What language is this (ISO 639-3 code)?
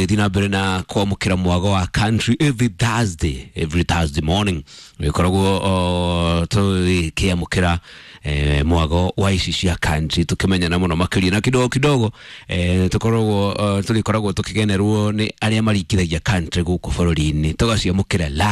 kik